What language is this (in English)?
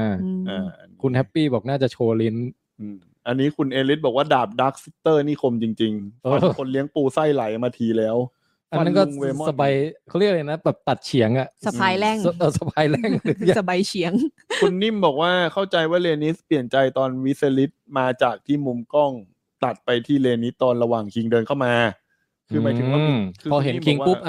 Thai